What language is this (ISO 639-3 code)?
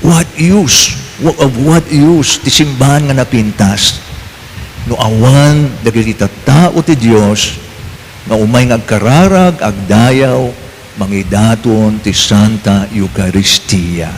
ilo